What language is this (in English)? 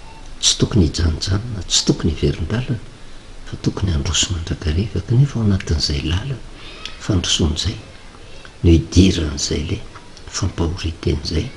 Malagasy